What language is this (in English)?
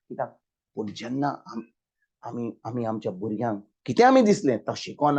Konkani